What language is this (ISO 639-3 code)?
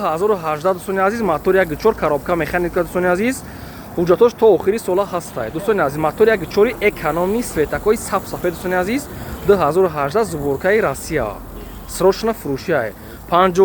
tgk